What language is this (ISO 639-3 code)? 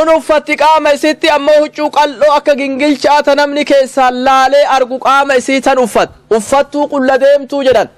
orm